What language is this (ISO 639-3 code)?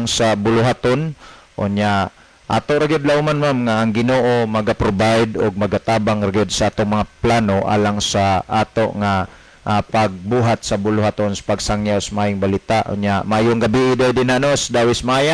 ceb